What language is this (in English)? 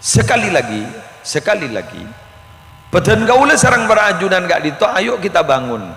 Madurese